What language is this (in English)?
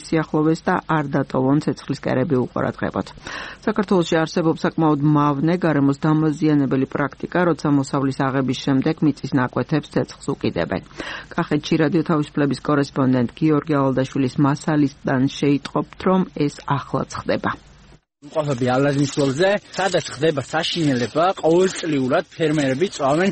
Georgian